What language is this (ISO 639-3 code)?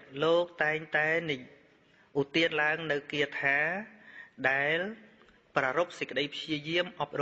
khm